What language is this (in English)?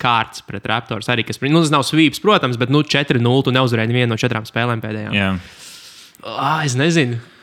Latvian